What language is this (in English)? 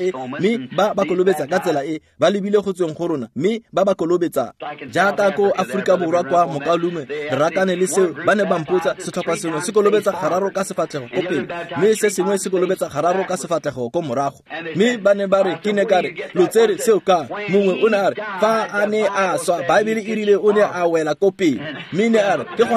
Tswana